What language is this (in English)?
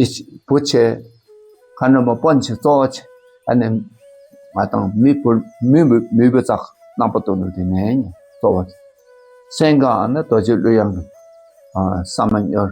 Dakpakha